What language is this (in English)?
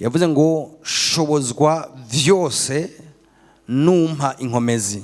Rundi